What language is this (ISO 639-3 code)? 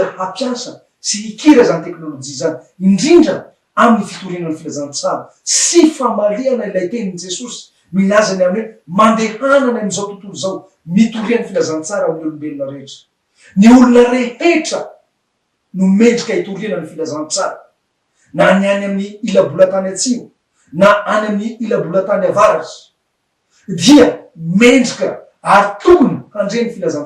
mlg